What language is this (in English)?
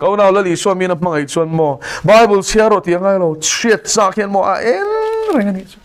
Mizo